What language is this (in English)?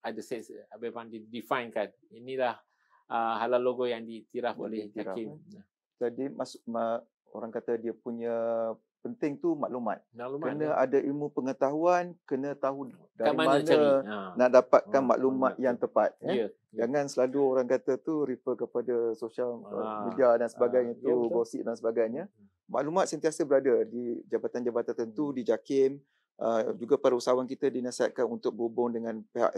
Malay